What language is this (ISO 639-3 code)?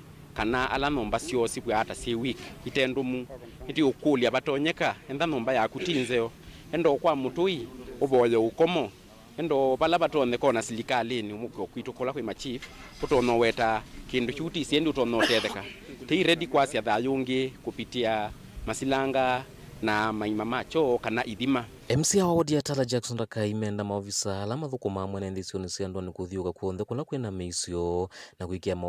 kam